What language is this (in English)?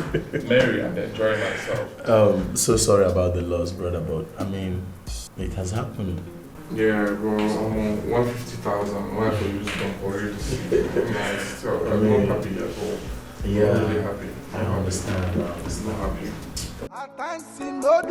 Nigerian Pidgin